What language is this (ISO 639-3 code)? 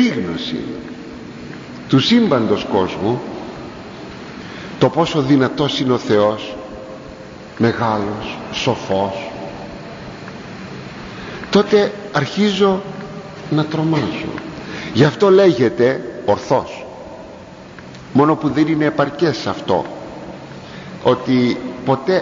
ell